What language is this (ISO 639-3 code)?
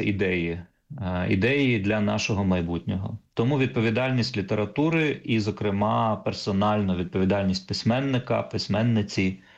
ukr